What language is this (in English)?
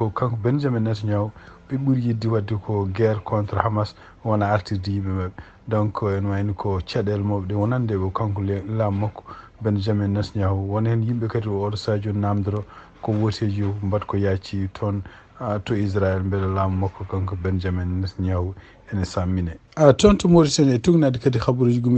Fula